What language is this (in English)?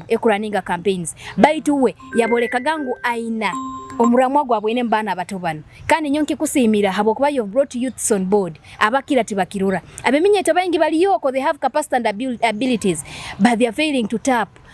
Nyoro